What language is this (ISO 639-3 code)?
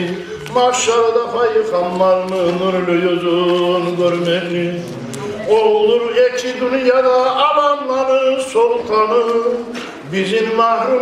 kum